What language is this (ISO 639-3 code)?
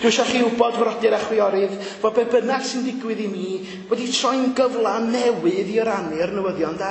cym